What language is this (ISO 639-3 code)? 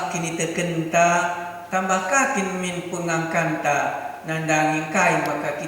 btx